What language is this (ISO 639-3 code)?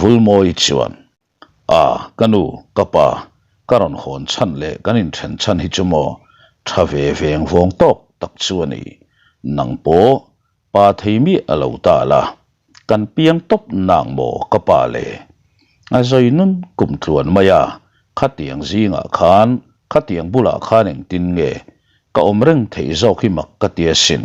lus